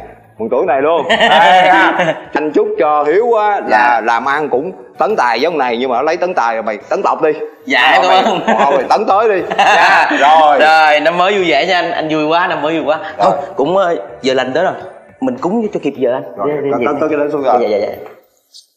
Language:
Vietnamese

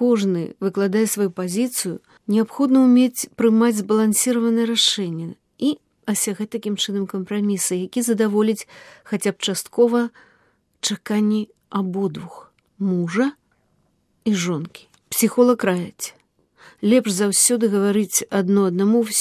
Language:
Belarusian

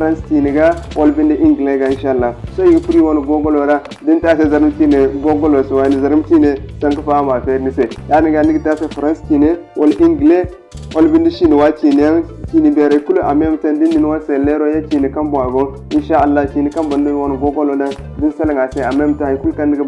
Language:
Zarma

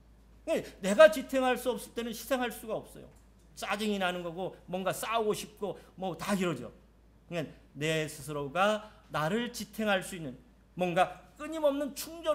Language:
Korean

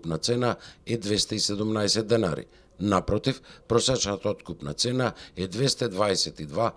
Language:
Macedonian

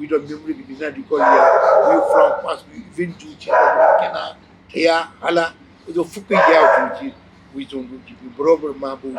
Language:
Newari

